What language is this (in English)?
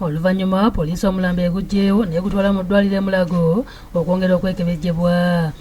Ganda